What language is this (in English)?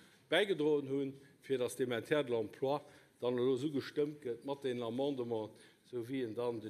Luxembourgish